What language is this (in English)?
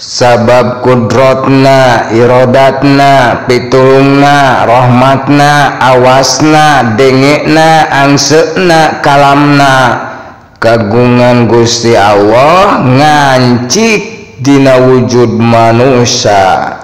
Sundanese